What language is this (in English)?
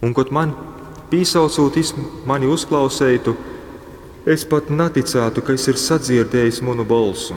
Latgalian